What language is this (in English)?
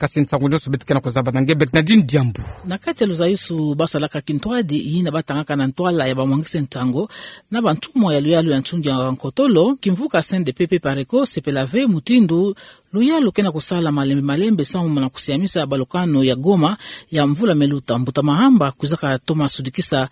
Kituba (Democratic Republic of Congo)